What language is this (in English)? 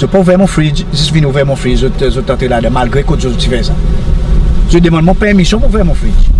Seselwa Creole French